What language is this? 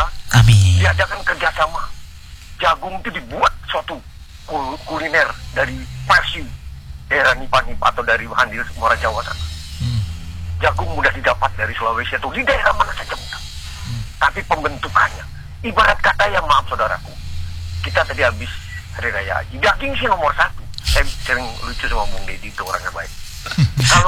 Indonesian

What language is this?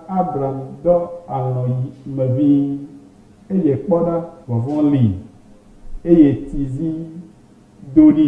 Ewe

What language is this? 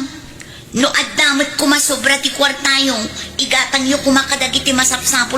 Iloko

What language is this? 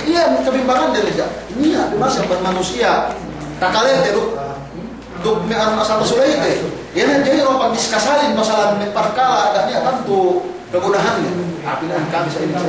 Yakan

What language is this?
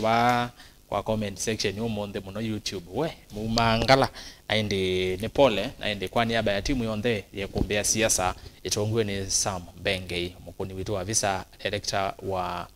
Kamba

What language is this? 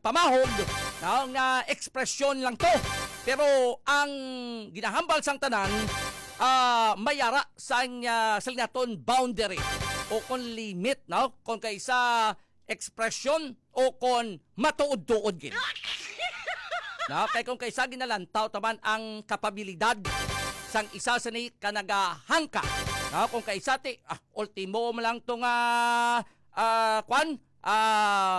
Hiligaynon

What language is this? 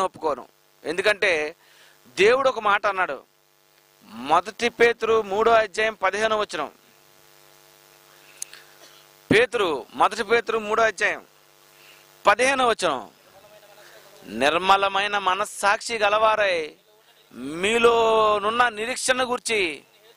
Telugu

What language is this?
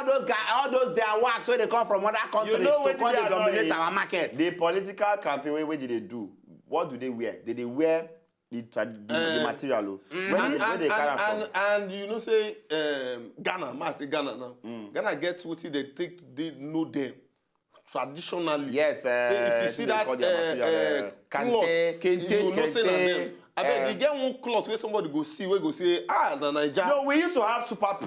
Nigerian Pidgin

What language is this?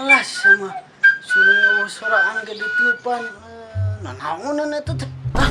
Sundanese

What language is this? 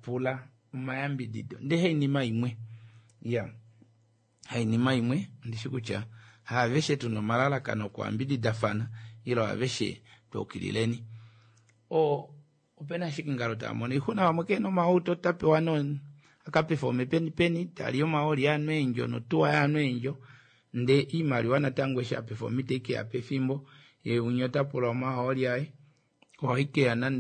Kuanyama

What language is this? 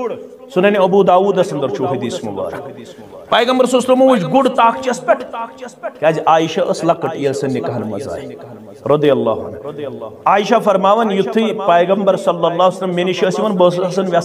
Kashmiri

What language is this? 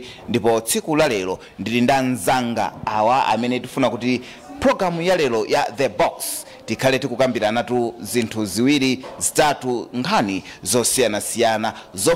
Nyanja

